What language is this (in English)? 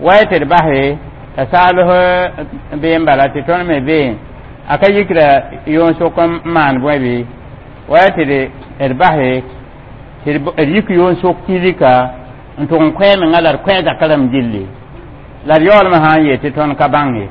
Mossi